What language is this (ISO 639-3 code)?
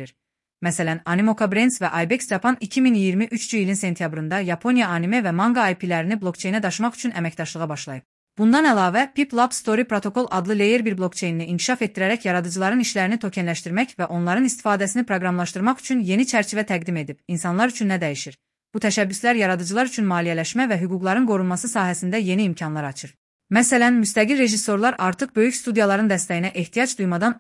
aze